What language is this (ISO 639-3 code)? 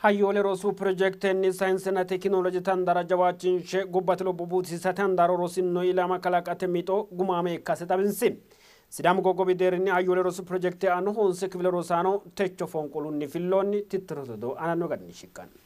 sid